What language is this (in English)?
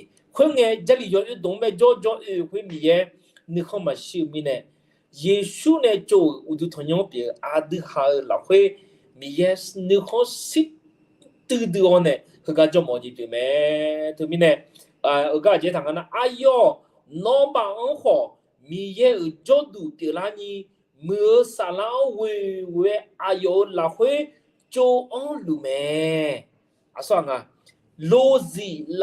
Akha